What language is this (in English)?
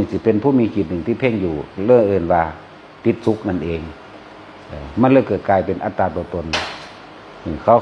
Northeastern Thai